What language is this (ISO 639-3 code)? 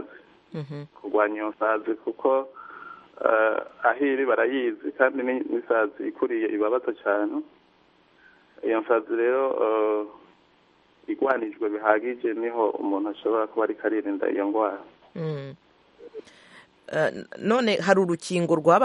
kin